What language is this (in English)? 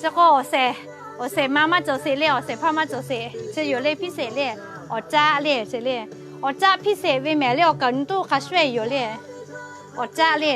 Lahu